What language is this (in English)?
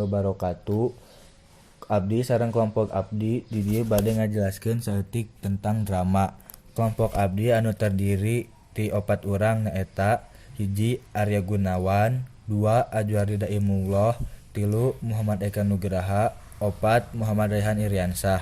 Sundanese